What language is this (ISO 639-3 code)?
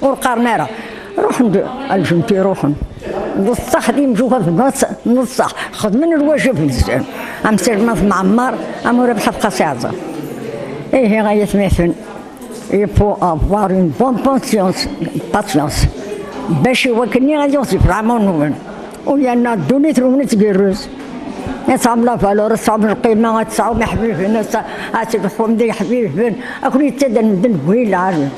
kab